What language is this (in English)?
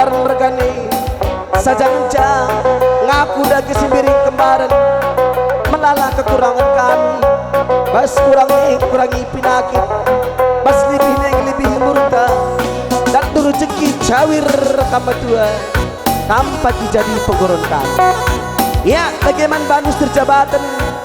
Batak Karo